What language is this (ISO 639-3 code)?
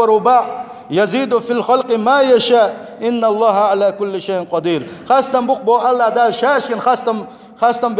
che